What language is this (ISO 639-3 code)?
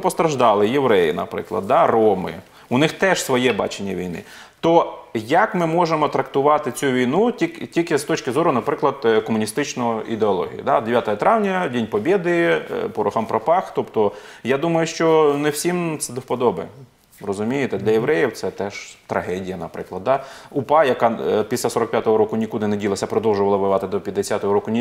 ukr